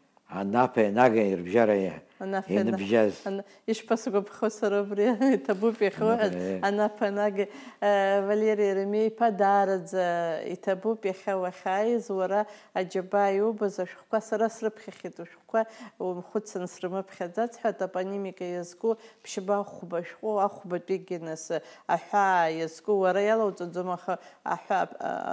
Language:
Abkhazian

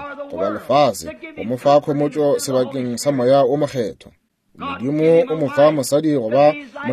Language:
Northern Sotho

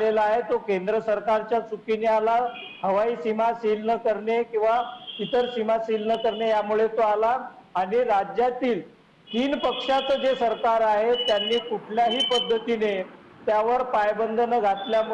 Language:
Marathi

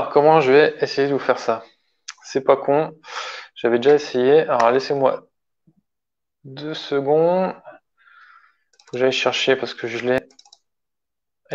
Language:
French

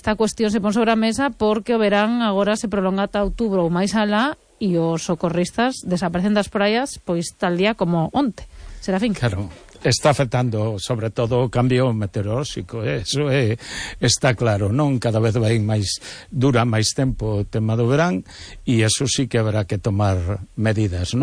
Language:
Galician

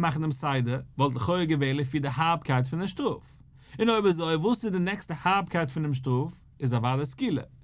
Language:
Yiddish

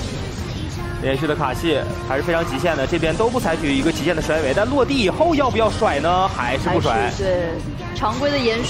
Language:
Chinese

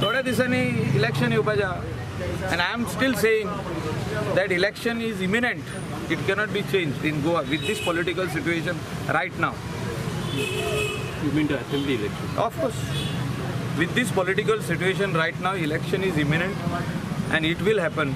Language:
Konkani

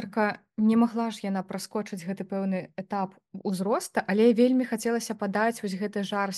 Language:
Belarusian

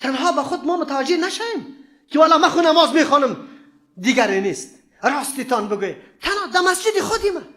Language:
Persian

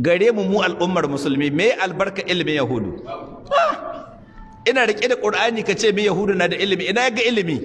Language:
Hausa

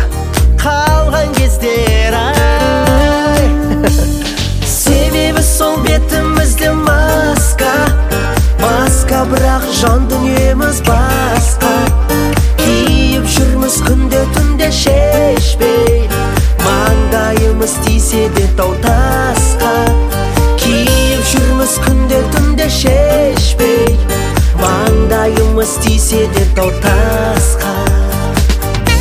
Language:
Kazakh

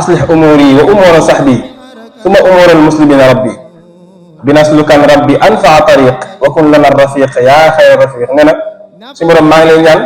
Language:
Wolof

